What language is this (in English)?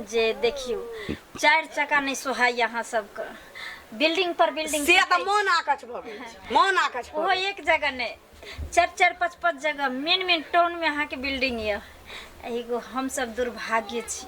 Maithili